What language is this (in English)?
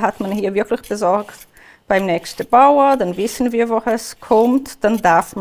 Swiss German